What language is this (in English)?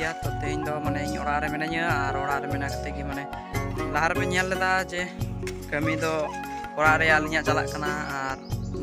Santali